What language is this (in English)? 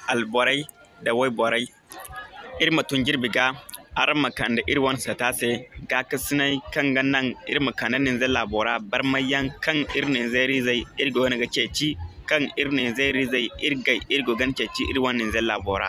Zarma